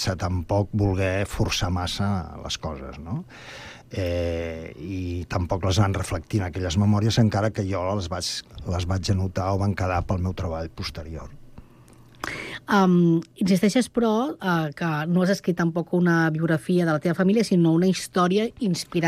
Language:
Catalan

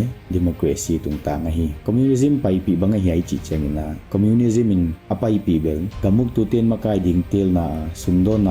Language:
Paite Chin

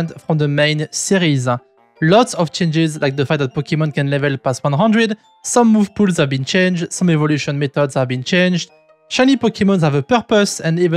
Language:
English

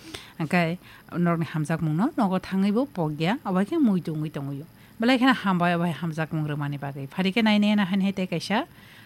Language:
Kok Borok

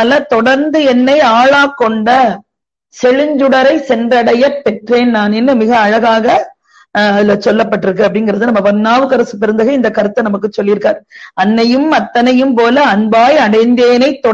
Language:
Tamil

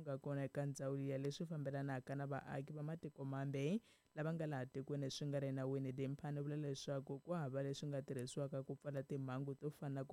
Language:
Tsonga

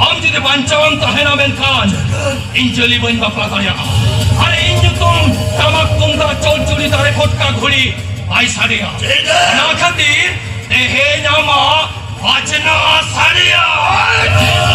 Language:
Santali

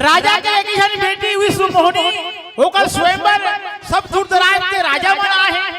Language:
Chhattisgarhi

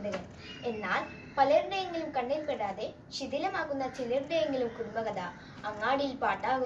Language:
Malayalam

